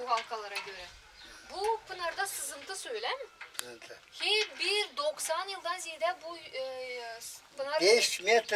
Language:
Gagauz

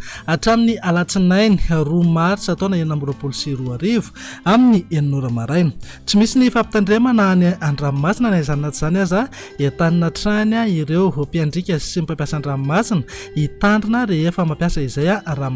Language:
Malagasy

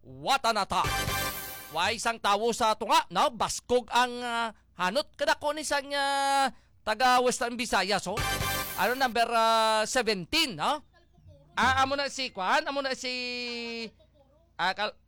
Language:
Hiligaynon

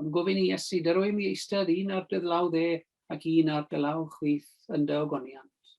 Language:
Welsh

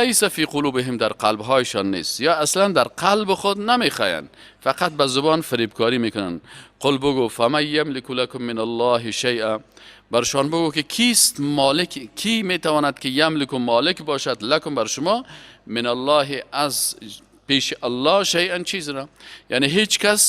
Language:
Persian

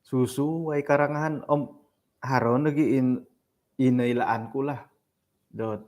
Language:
Central Dusun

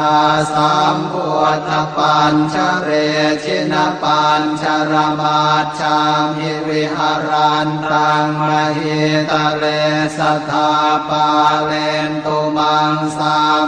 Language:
Pali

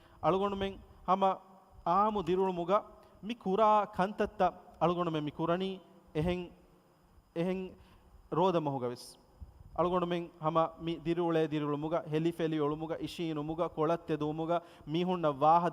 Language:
Divehi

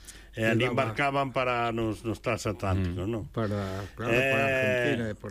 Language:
Galician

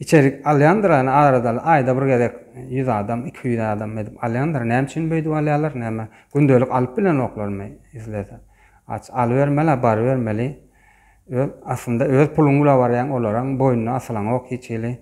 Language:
Turkmen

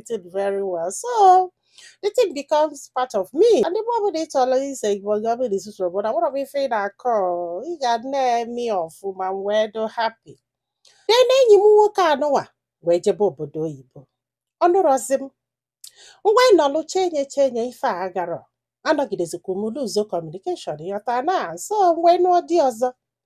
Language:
Igbo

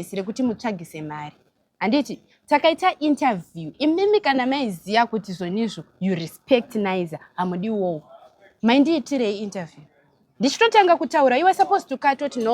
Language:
Shona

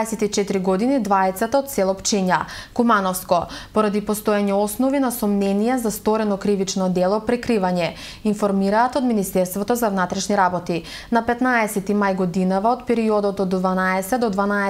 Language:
Macedonian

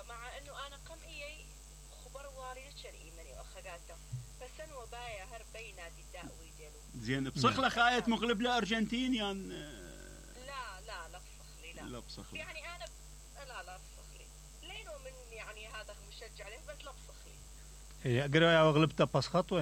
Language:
Mesopotamian Arabic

